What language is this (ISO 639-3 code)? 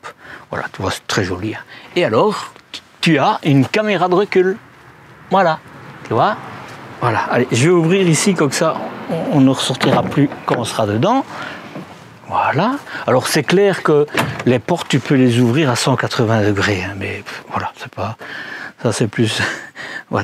fra